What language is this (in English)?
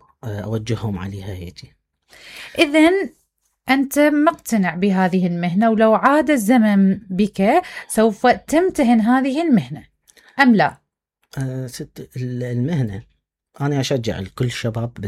Mesopotamian Arabic